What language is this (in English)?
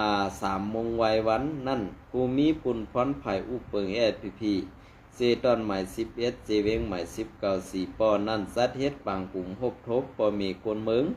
Shan